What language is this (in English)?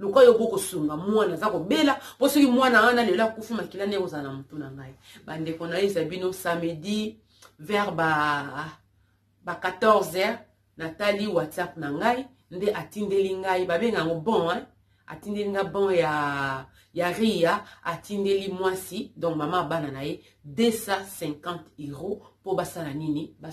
Lingala